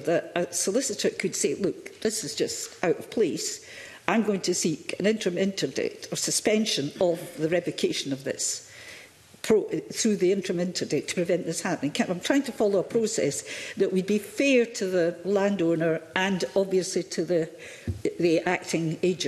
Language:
English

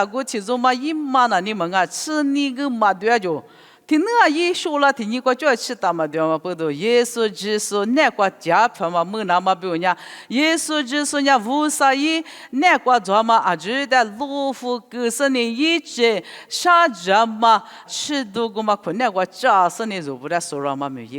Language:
Lisu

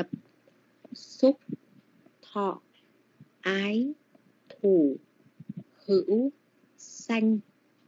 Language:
Vietnamese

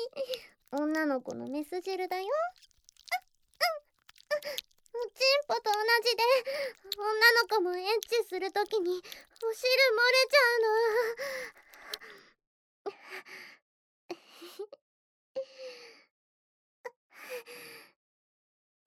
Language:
Japanese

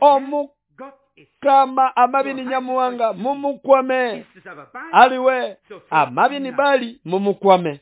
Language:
Nande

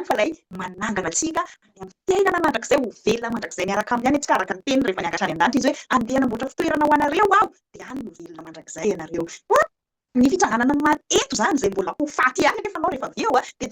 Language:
Malagasy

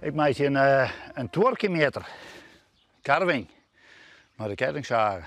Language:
Western Frisian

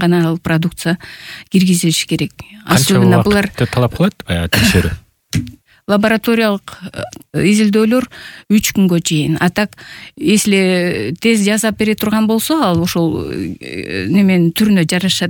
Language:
Kyrgyz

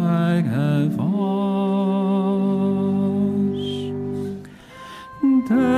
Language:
Portuguese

